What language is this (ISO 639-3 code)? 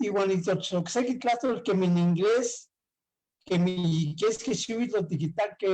nhe